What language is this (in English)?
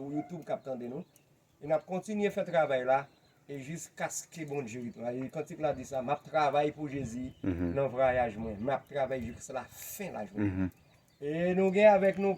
Haitian Creole